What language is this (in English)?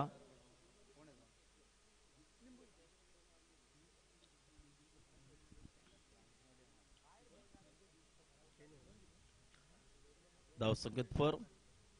Marathi